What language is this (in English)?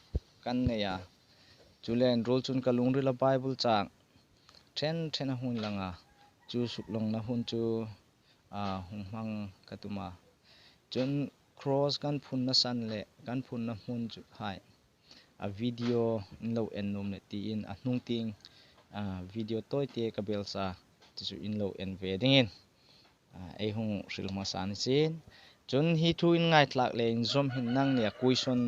Hmar